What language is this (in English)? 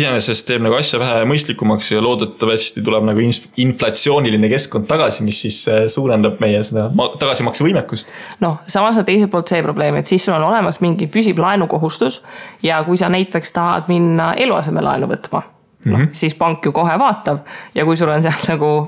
Estonian